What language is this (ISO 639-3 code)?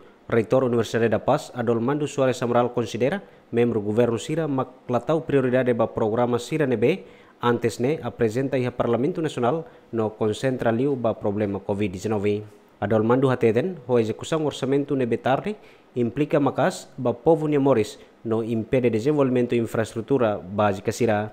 tet